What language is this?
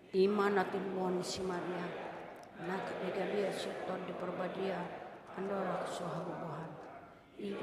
Batak Toba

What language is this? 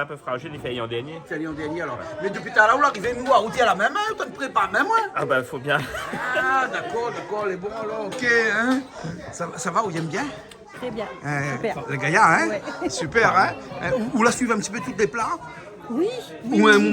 Réunion Creole French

